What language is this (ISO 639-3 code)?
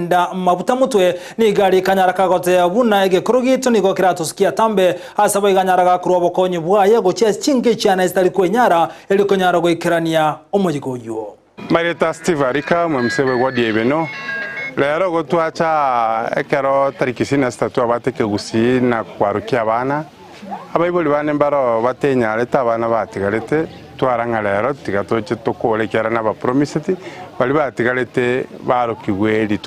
guz